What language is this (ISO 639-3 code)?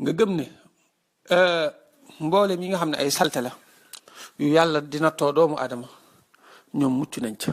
wol